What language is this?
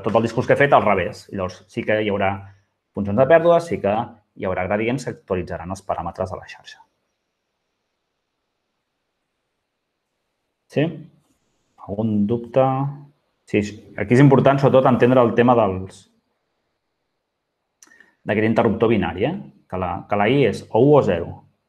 Catalan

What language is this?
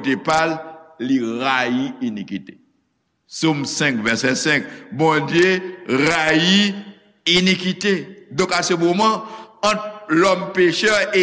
Haitian Creole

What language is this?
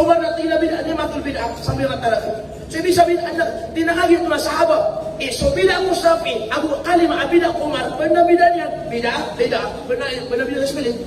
Maranao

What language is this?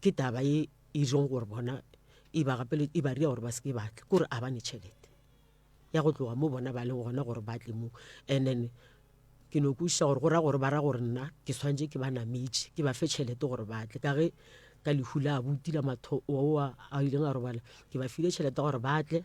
Northern Sotho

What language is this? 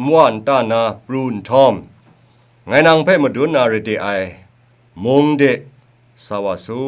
Kachin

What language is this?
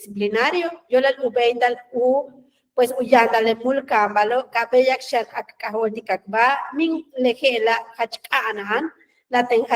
Yucateco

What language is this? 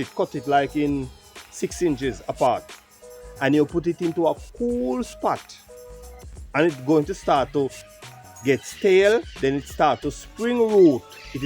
Jamaican Creole English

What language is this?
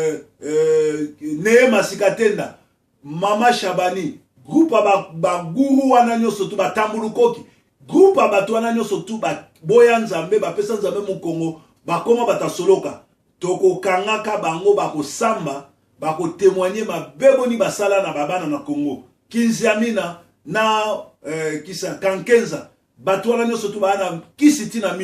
Lingala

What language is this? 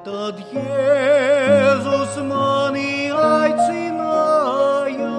Latvian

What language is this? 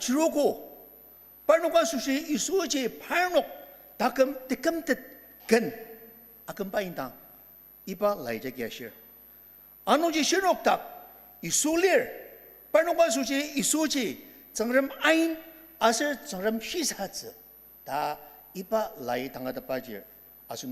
Ao Naga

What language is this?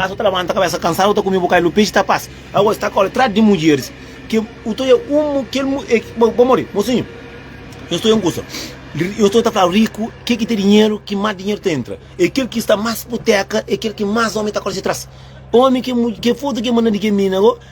Kabuverdianu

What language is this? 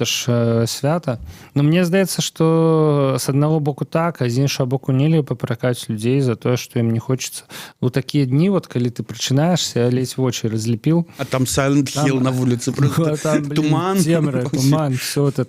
Belarusian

